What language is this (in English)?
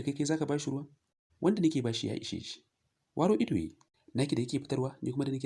Hausa